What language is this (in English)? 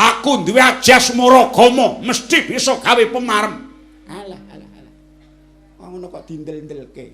Javanese